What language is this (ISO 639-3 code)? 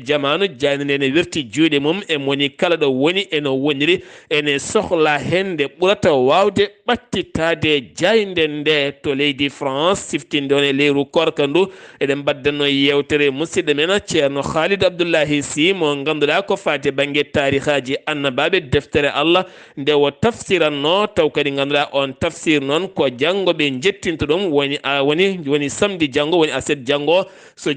ful